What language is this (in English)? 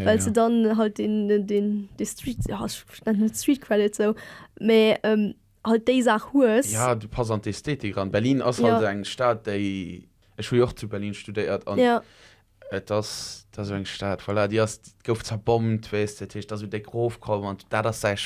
Luxembourgish